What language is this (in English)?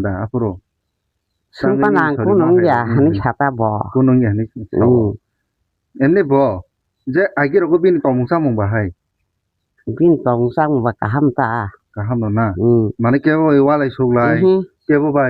Kok Borok